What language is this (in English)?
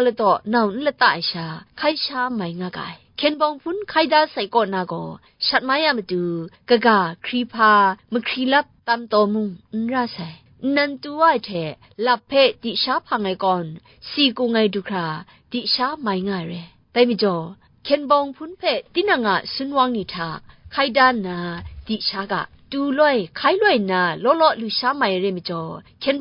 Kachin